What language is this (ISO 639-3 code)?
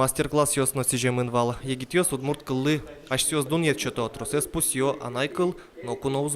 udm